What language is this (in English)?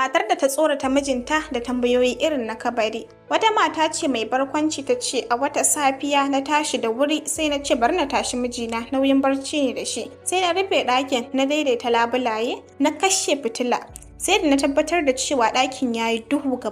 Hausa